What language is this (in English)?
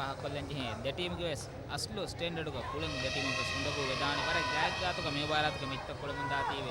Divehi